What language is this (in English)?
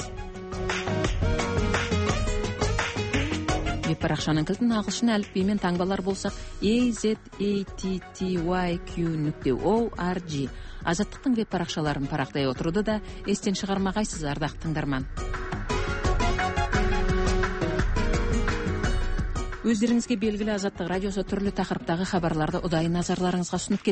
Kazakh